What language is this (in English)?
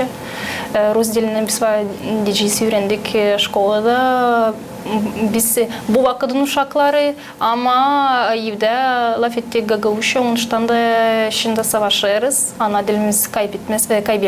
Gagauz